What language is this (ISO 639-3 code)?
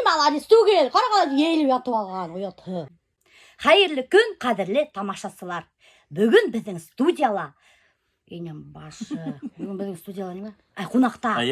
bak